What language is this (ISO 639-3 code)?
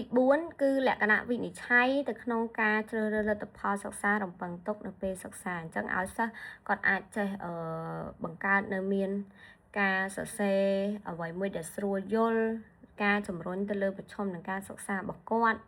khm